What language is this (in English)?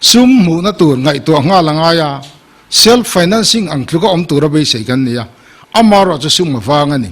Mizo